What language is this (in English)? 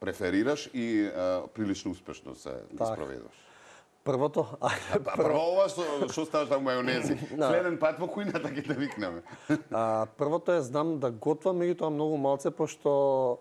Macedonian